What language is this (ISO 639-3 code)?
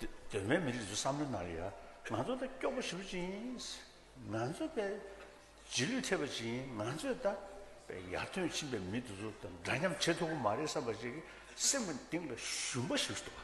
bod